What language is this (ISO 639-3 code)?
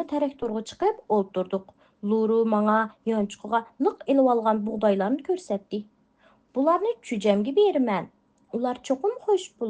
uig